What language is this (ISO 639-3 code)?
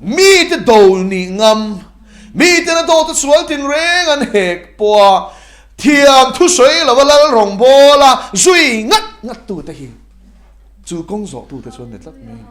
lus